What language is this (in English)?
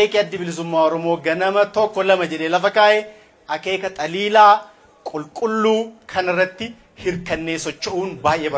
Oromo